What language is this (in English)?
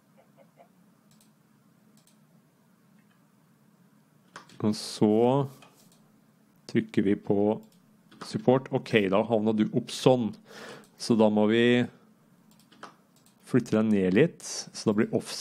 Norwegian